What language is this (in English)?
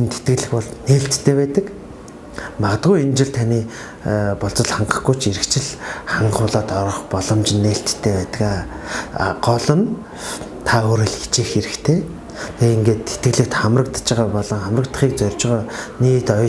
Mongolian